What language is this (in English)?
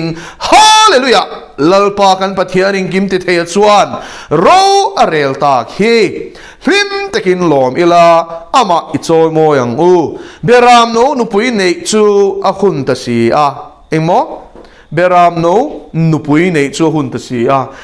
Mizo